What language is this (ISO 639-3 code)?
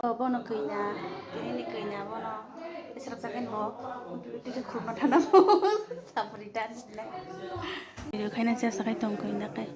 trp